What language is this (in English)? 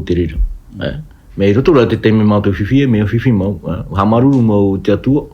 Tahitian